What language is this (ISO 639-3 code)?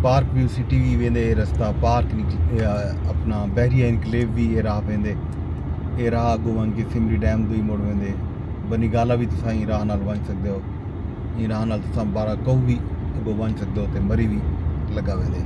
skr